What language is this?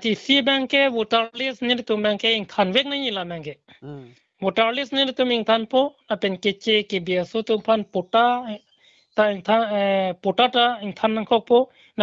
Karbi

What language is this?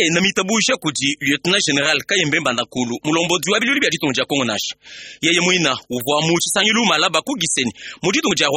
Luba-Lulua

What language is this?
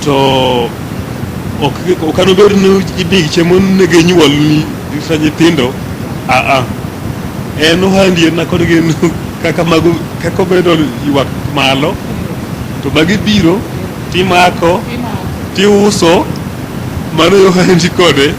Luo (Kenya and Tanzania)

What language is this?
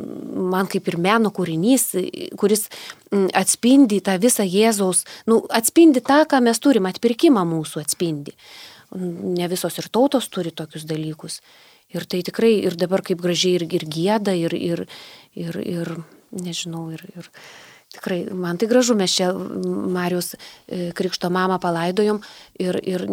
Lithuanian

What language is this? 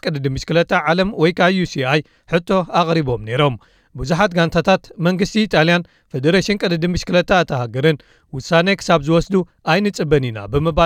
Tigrinya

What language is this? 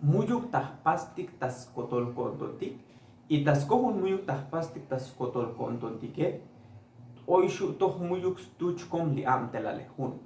Tzotzil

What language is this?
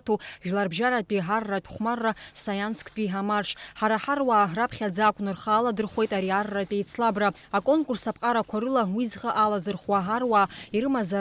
Abkhazian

